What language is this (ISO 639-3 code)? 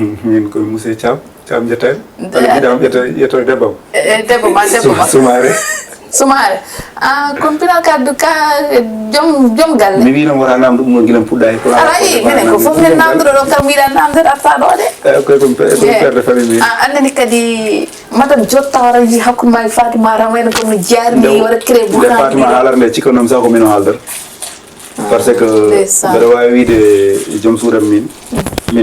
ful